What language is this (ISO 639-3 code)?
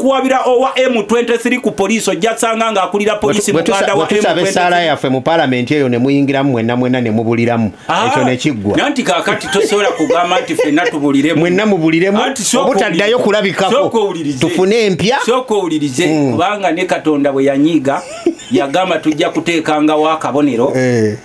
lug